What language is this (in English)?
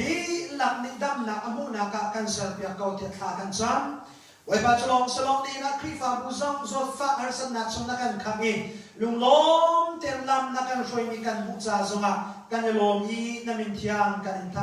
Hakha Chin